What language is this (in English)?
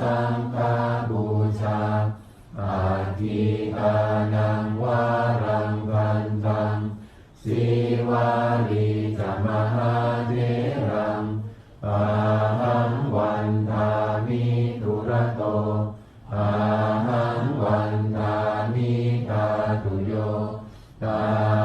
Pali